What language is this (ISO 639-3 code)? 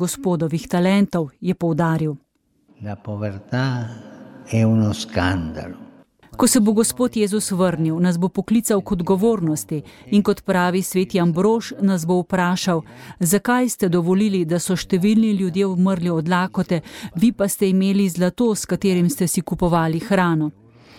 slv